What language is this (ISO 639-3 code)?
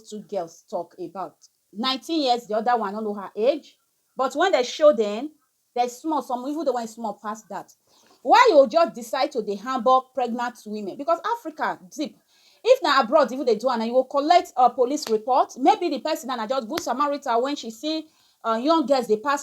pcm